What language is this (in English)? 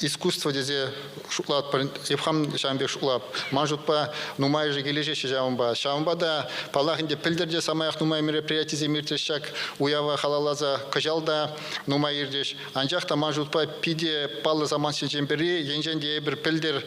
Chuvash